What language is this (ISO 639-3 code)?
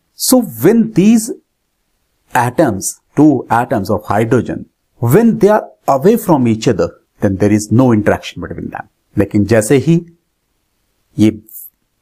eng